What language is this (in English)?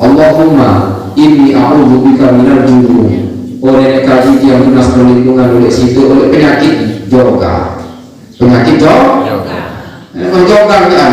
Sasak